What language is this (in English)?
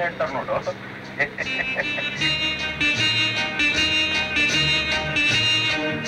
Kannada